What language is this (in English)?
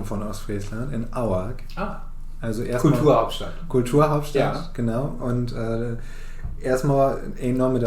Low German